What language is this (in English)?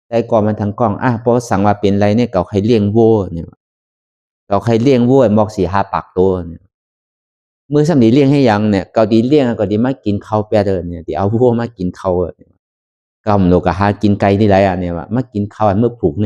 Shan